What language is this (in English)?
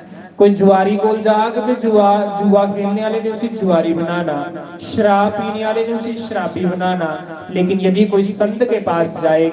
Dogri